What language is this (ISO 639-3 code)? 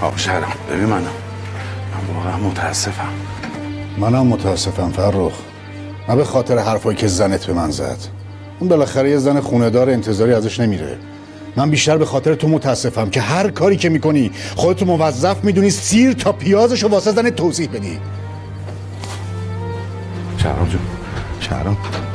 fas